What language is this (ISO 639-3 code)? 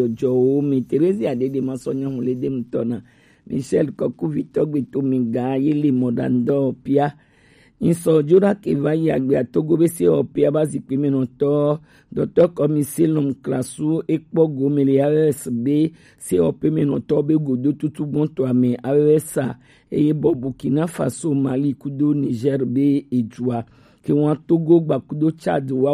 gej